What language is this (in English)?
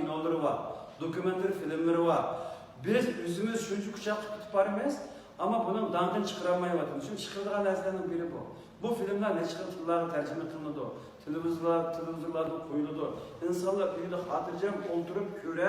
Uyghur